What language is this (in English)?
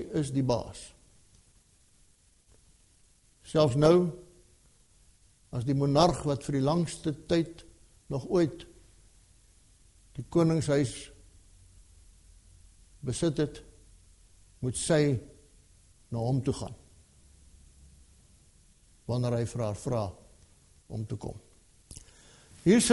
Afrikaans